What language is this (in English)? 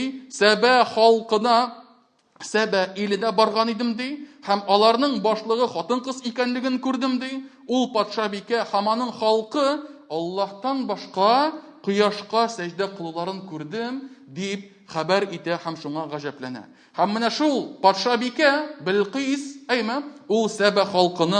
Tatar